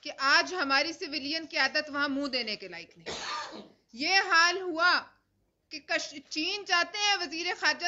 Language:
Urdu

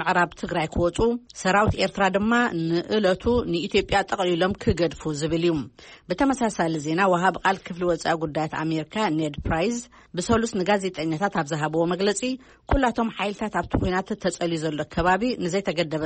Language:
Tigrinya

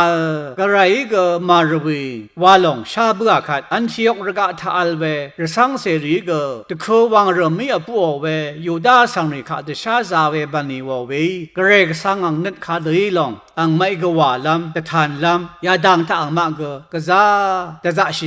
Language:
Rawang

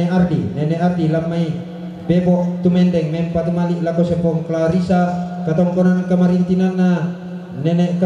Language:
Toraja-Sa'dan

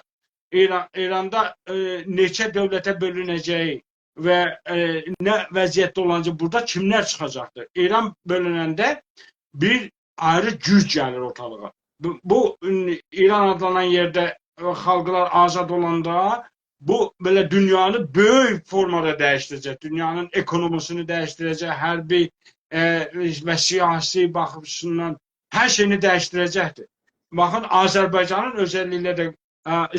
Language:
South Azerbaijani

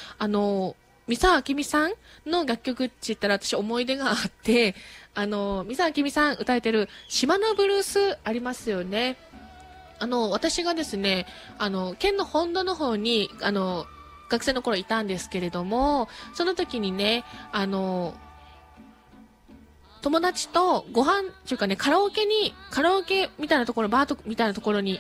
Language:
Japanese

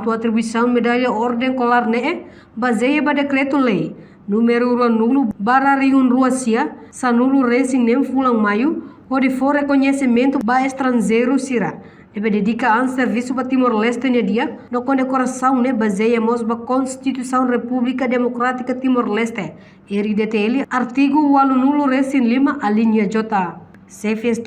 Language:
Tetum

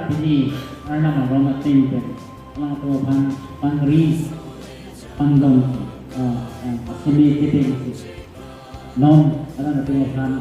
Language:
Karbi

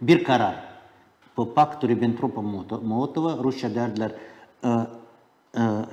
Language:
Gagauz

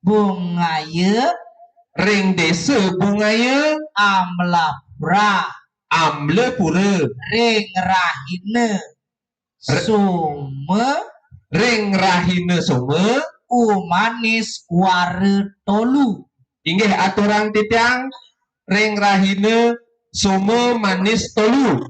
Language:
Balinese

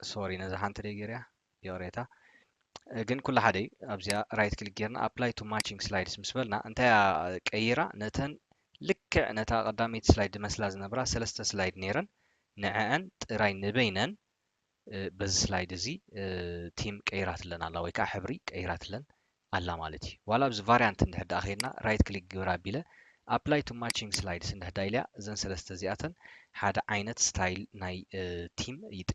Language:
Tigrinya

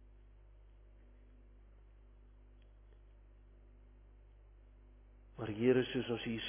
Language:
Afrikaans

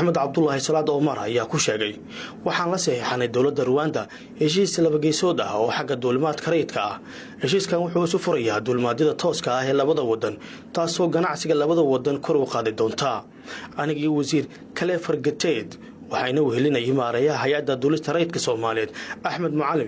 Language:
Somali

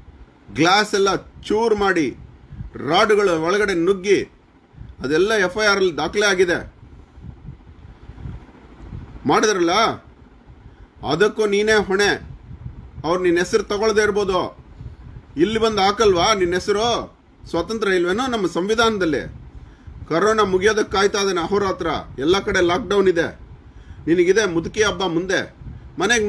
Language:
Kannada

